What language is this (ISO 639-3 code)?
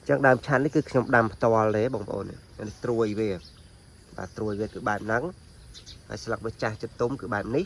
khm